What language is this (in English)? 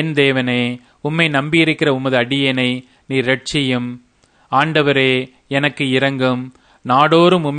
Tamil